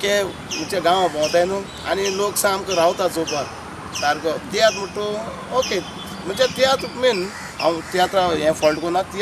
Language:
Konkani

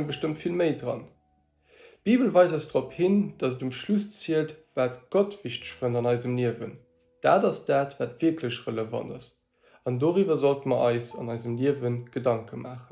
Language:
Luxembourgish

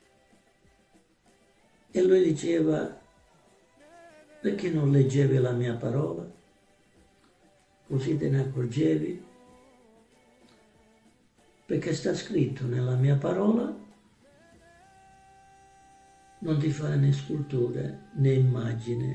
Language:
Italian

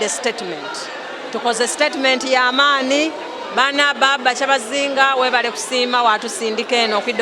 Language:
Soga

